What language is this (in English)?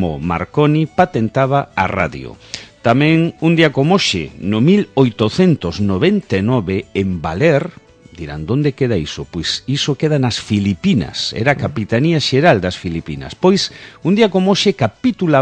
Galician